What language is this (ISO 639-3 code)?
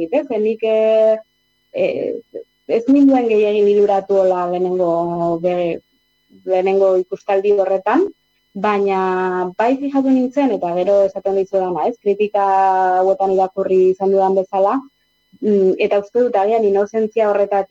eus